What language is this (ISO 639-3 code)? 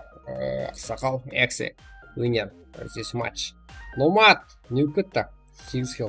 kaa